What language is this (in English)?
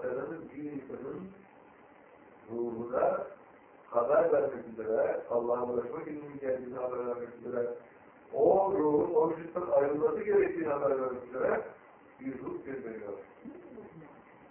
Turkish